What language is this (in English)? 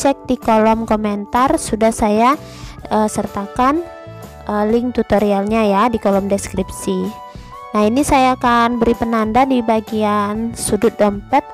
Indonesian